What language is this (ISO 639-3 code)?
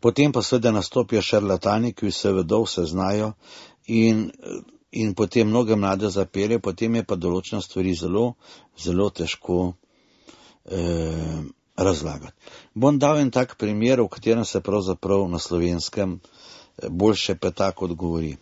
slv